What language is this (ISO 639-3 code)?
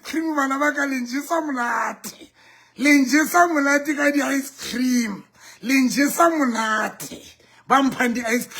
sot